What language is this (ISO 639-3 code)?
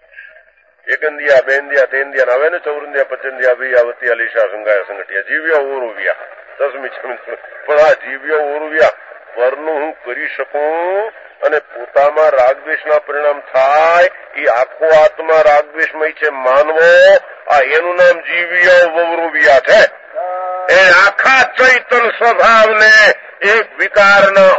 guj